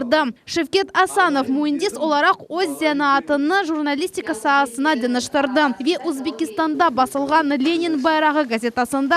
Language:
Crimean Tatar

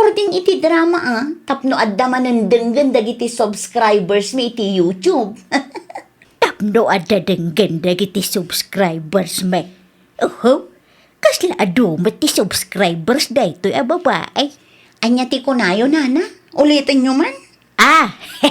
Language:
Iloko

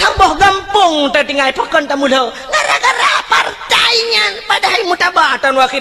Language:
Achinese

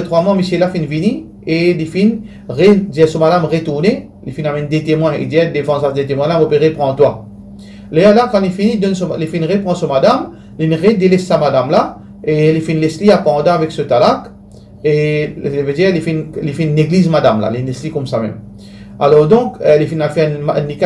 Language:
Morisyen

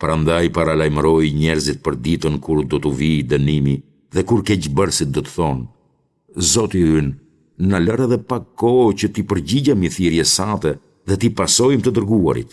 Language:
Albanian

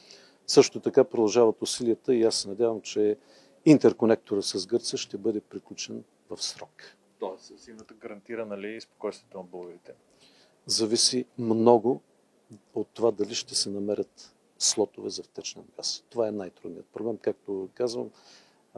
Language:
Bulgarian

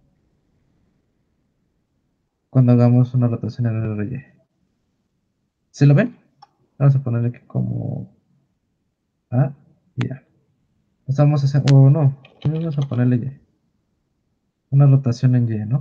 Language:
Spanish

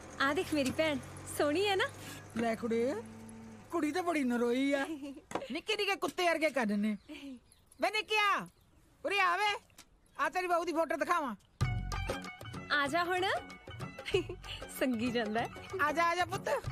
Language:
Punjabi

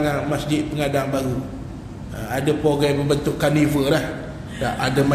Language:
Malay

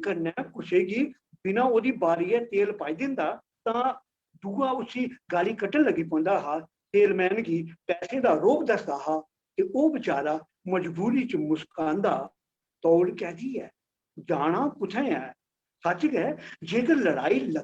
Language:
Dogri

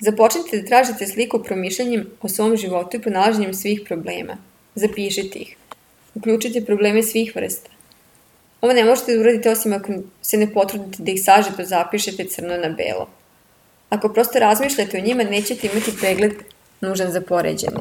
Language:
Serbian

